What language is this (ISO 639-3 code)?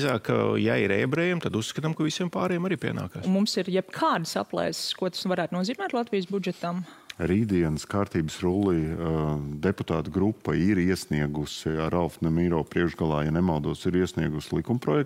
lav